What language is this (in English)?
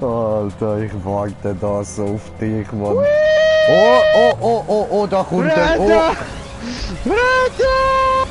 Swiss German